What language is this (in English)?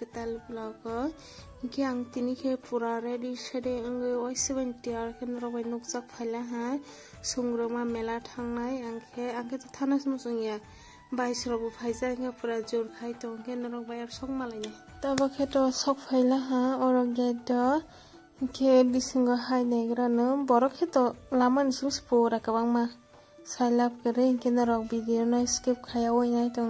Kok Borok